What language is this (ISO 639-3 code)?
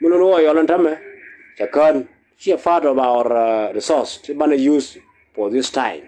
nus